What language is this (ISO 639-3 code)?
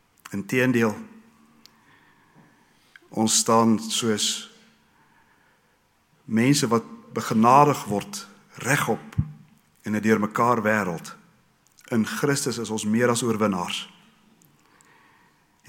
afr